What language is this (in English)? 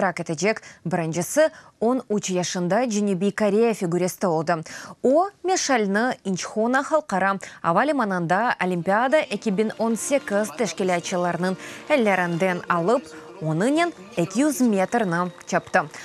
Crimean Tatar